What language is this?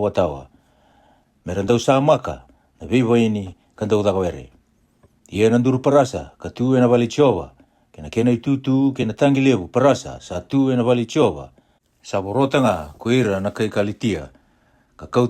Fijian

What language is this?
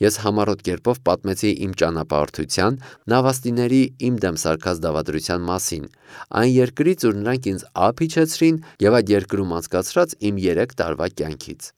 Armenian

